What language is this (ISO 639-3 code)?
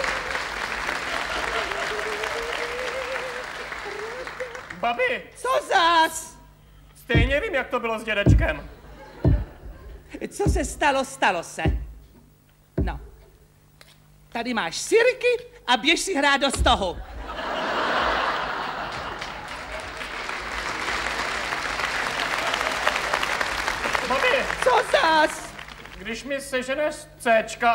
ces